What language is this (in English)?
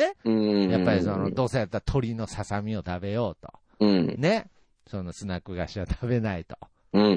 Japanese